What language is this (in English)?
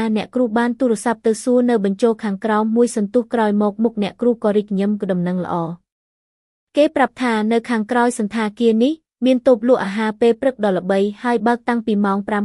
Khmer